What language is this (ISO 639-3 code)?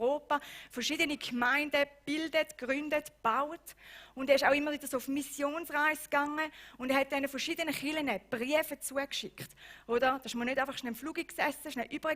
gsw